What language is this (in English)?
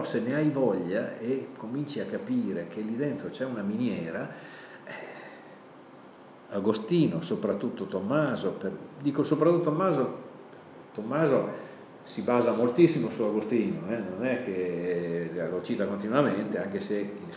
Italian